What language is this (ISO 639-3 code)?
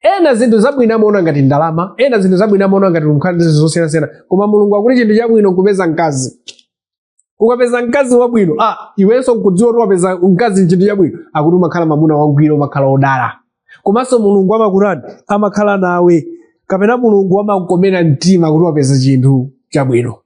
nya